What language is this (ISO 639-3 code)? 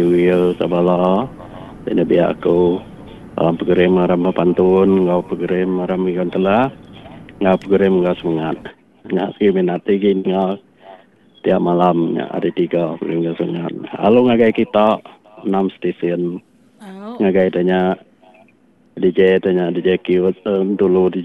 iba